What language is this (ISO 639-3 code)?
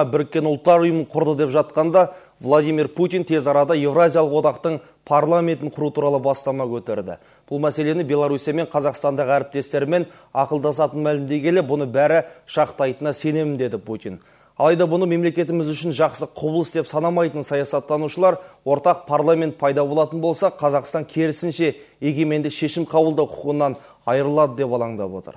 kaz